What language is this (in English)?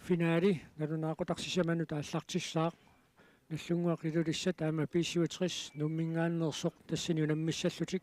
Kalaallisut